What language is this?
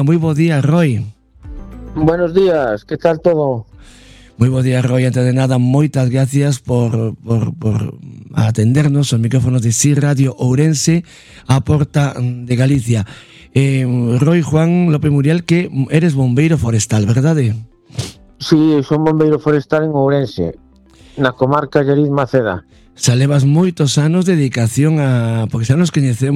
Galician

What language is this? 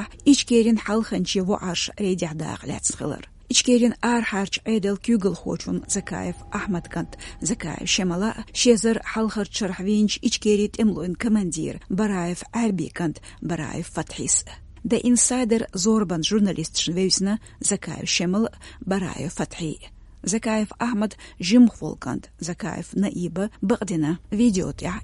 Chechen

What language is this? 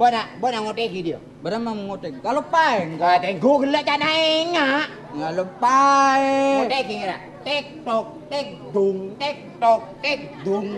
Madurese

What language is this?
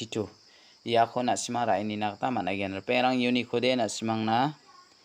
Garo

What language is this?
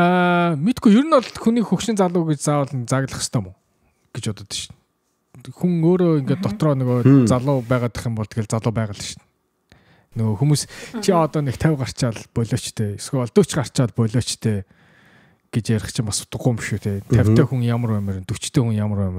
Mongolian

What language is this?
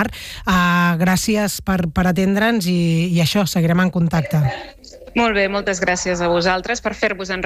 Catalan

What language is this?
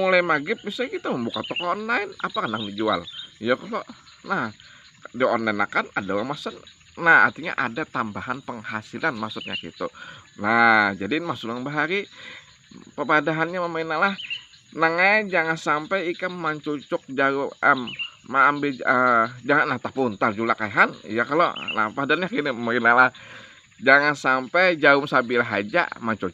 Banjar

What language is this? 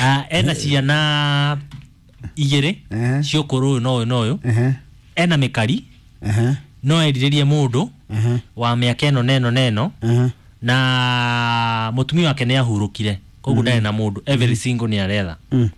Kikuyu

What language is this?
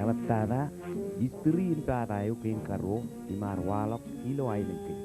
Marshallese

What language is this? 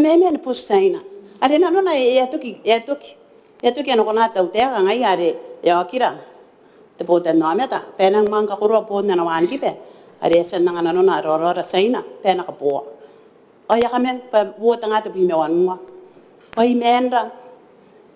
Gilbertese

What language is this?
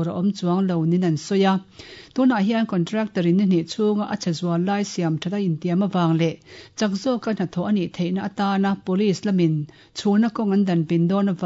Mizo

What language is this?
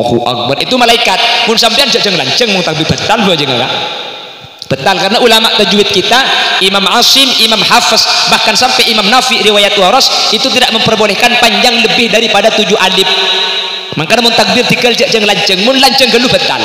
Madurese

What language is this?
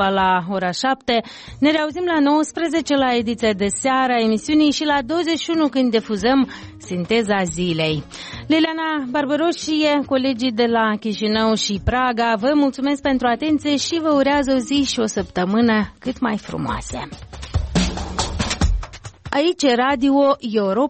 Romanian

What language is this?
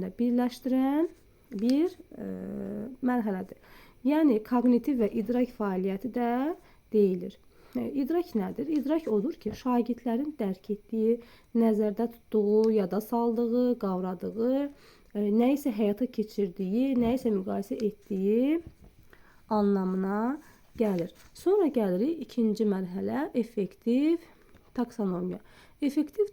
Azerbaijani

